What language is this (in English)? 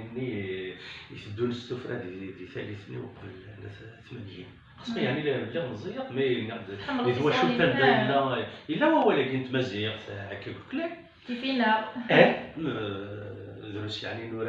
Kabyle